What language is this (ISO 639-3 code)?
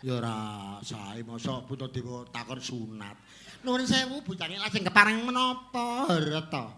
jav